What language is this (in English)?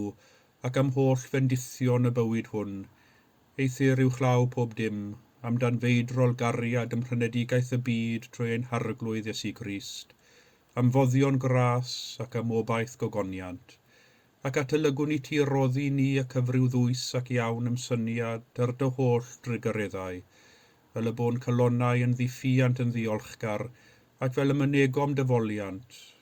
Welsh